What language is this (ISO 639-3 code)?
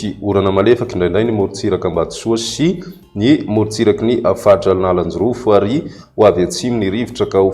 mlg